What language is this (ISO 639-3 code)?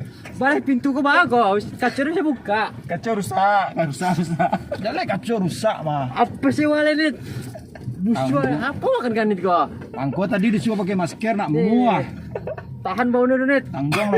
min